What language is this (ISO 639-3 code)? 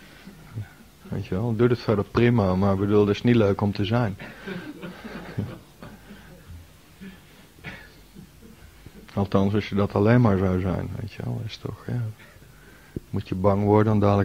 nld